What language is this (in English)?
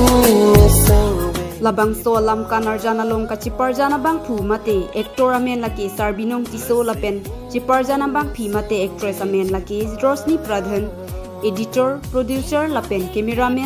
Karbi